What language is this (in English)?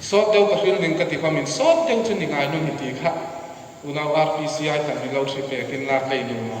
Hmar